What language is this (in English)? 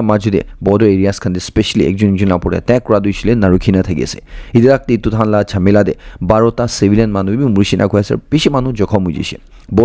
Naga Pidgin